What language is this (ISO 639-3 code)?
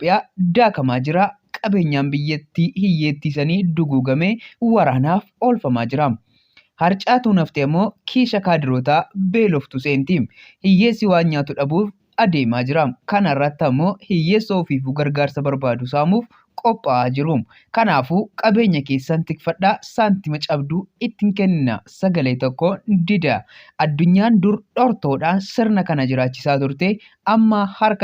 orm